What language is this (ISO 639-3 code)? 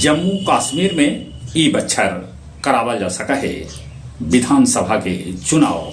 mag